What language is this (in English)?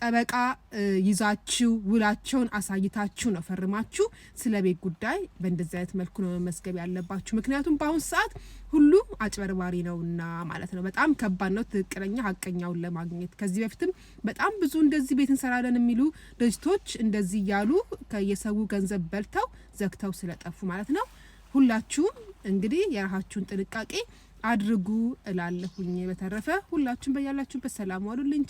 Amharic